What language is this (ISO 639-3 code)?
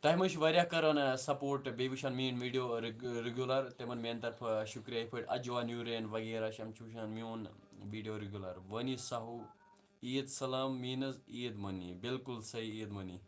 kas